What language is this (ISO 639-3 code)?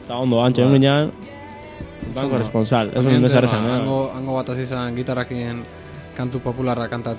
eus